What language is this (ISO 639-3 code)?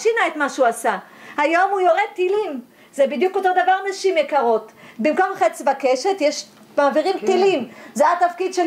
heb